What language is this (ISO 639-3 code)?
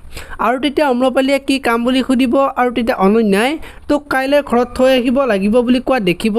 asm